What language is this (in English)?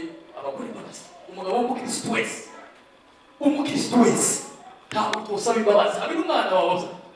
Kinyarwanda